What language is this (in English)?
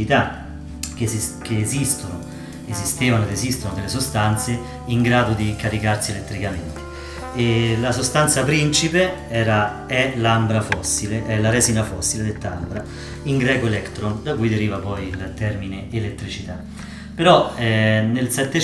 Italian